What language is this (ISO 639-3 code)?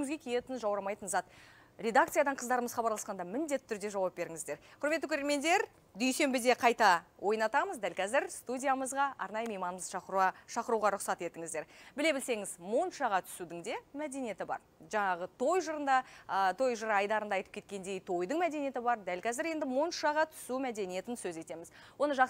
kaz